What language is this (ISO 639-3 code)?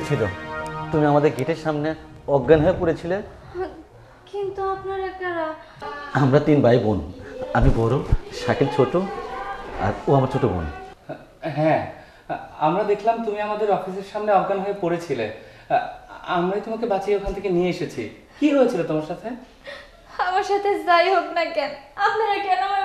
ben